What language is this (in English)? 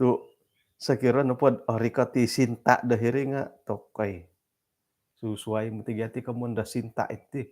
Central Dusun